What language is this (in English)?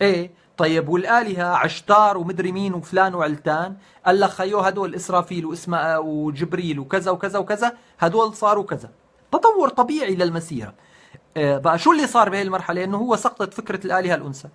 North Levantine Arabic